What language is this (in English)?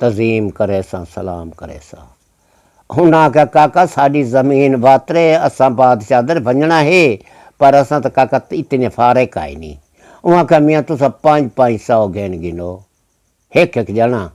Saraiki